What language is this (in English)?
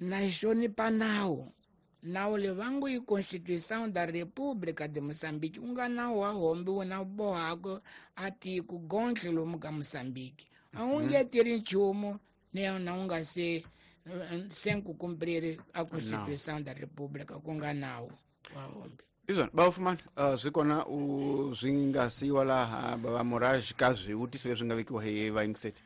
Tsonga